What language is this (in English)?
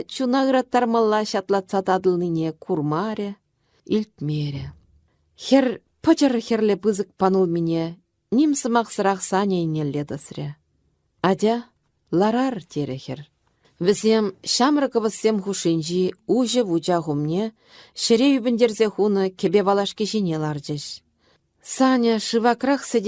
Chuvash